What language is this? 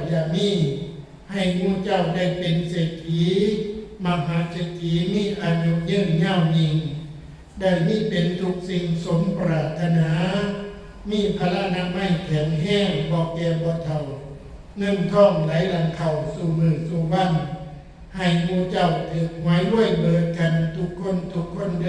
Northeastern Thai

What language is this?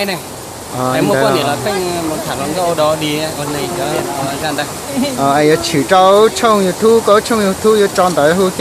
Hmong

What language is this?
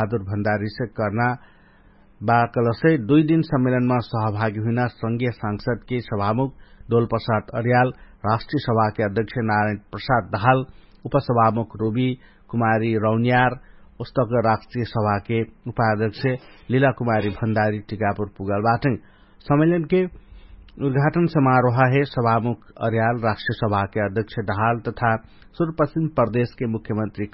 Dangaura Tharu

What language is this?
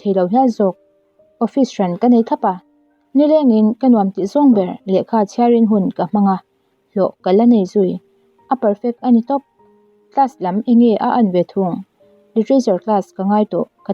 Mizo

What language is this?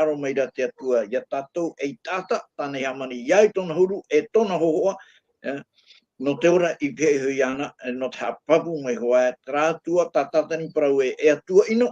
Tahitian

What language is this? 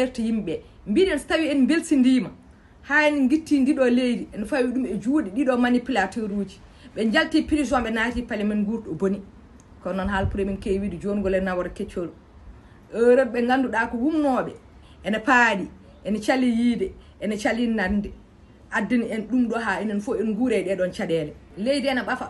Fula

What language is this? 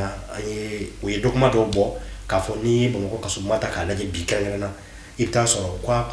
Bambara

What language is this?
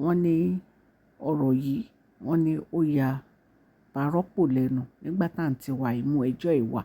Yoruba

